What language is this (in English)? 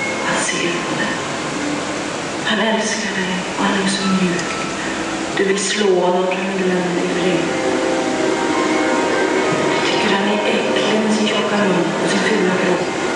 Swedish